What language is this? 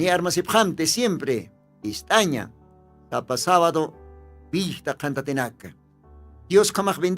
Aymara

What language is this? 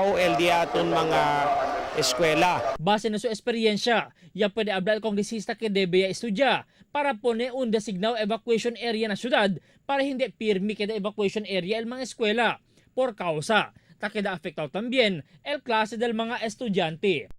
Chavacano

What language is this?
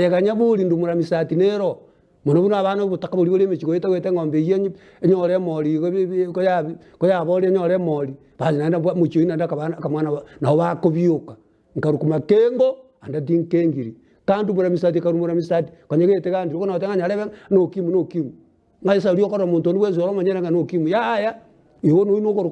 Gusii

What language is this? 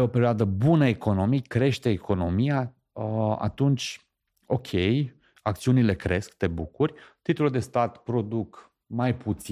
Romanian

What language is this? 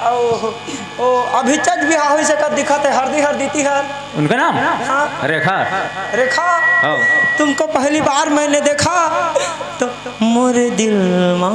Chhattisgarhi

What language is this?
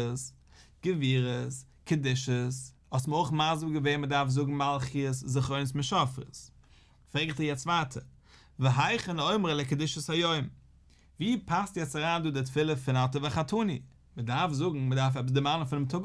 Yiddish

